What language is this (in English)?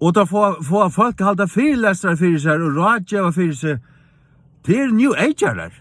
Faroese